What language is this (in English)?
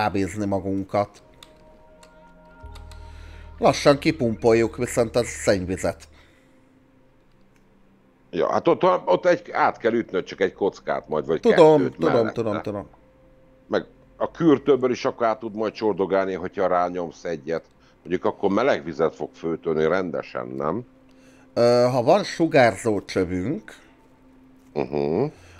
Hungarian